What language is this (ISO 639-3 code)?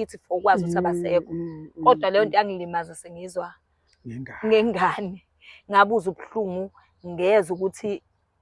zul